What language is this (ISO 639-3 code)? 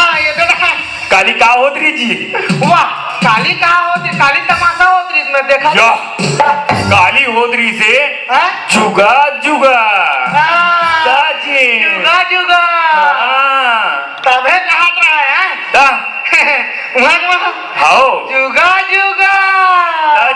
hne